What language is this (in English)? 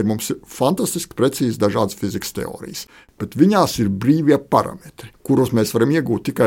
Latvian